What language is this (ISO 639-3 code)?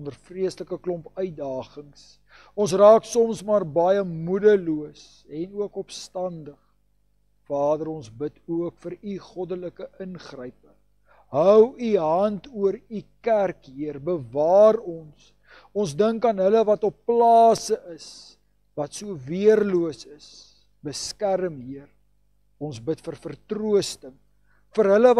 afr